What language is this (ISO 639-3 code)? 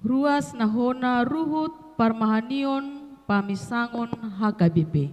bbc